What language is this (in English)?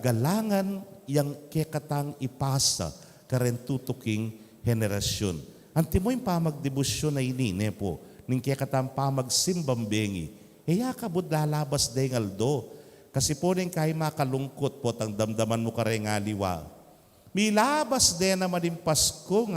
Pampanga